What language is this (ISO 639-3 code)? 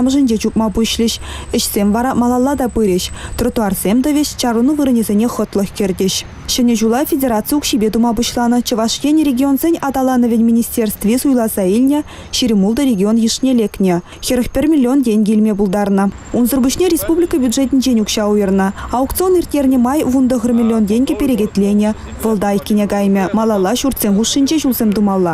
chv